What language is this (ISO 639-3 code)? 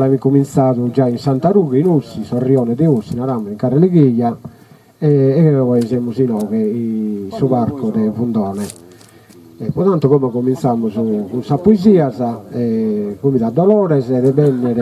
srd